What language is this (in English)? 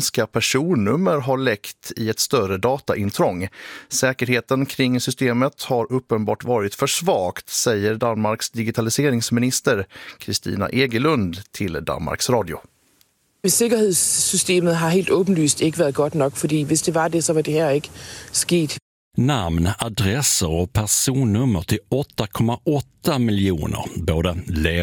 Swedish